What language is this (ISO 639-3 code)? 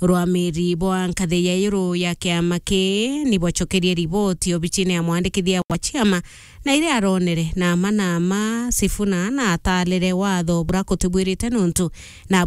mer